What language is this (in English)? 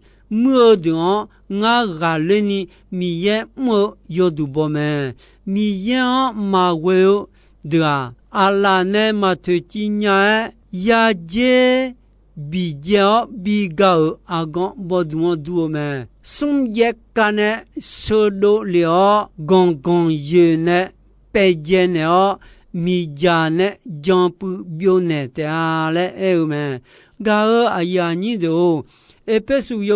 Akha